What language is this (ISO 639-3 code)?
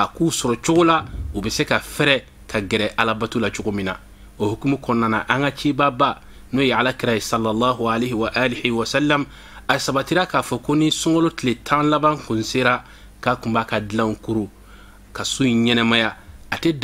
bam